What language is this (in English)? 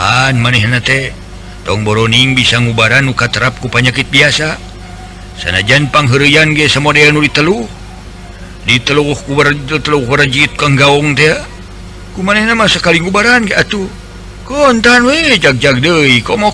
Sundanese